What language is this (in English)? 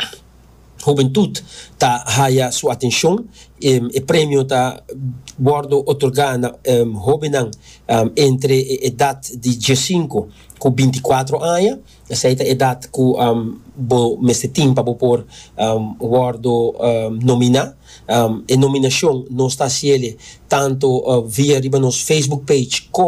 Papiamento